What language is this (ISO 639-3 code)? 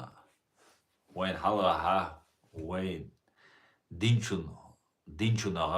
che